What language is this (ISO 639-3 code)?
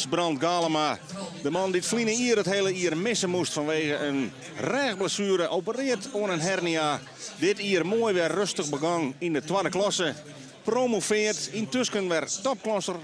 fry